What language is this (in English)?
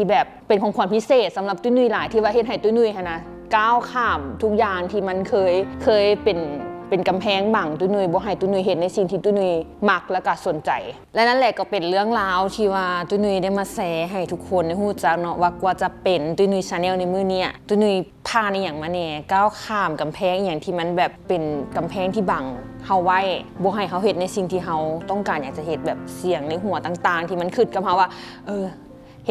Lao